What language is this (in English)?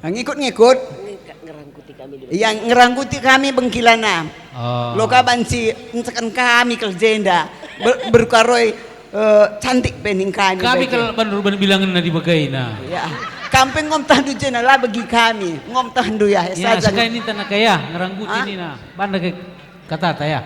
Batak Karo